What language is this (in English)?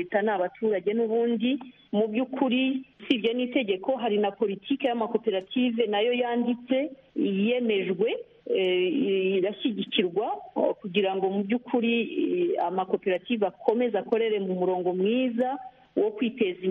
Kinyarwanda